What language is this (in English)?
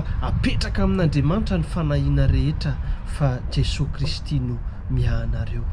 Malagasy